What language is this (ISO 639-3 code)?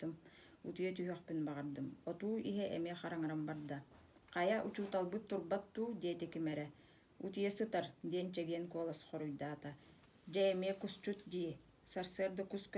sah